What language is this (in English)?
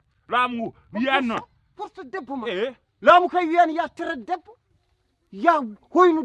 Fula